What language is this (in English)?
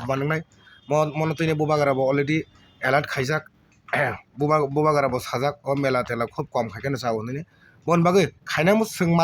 Kok Borok